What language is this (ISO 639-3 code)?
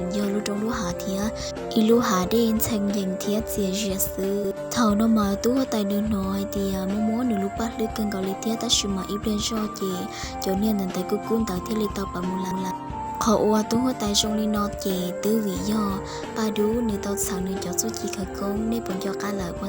hmn